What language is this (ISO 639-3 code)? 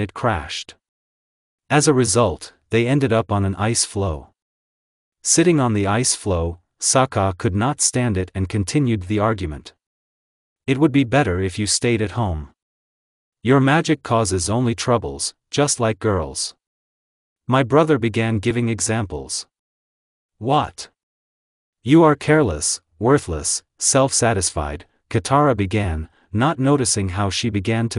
eng